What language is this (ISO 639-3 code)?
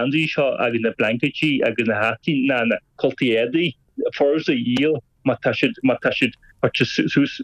gle